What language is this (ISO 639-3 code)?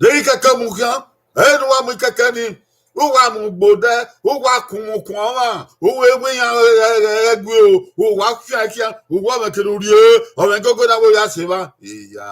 bin